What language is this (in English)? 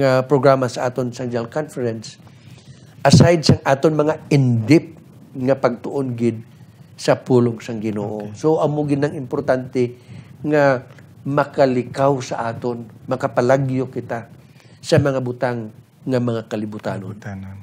Hiligaynon